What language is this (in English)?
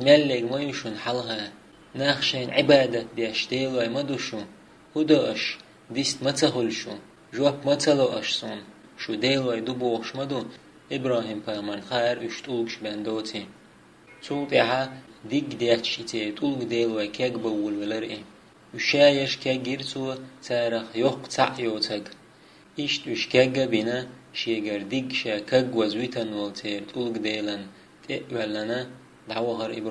Chechen